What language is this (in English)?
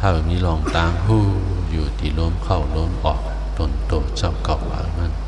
Shan